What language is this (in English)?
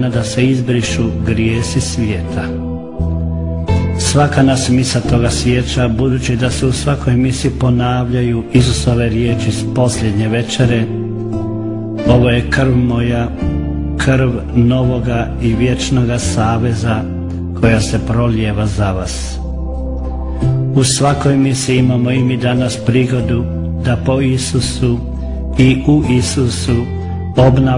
Croatian